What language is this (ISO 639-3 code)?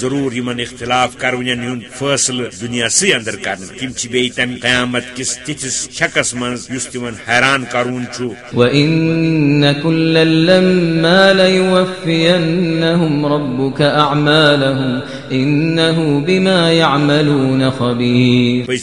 kas